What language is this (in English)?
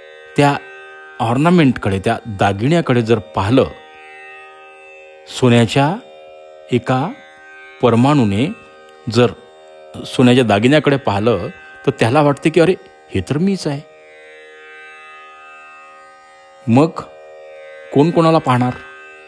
Marathi